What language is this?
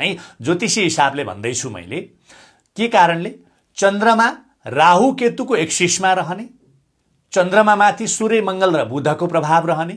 Nepali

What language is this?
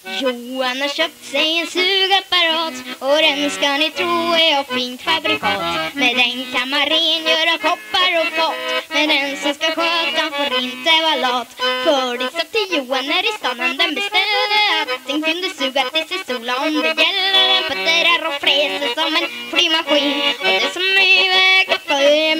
Swedish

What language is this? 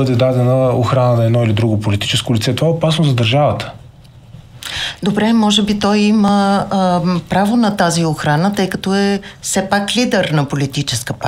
Bulgarian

